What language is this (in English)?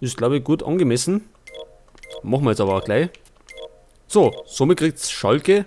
Bavarian